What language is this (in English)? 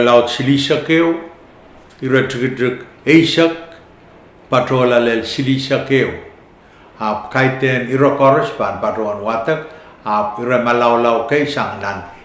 Pohnpeian